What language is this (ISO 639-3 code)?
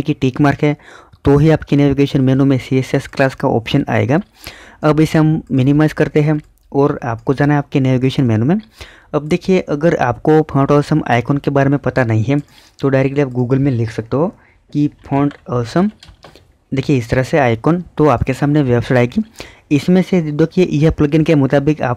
hin